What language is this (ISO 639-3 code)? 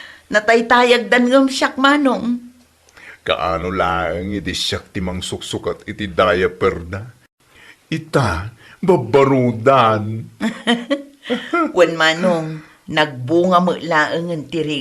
ilo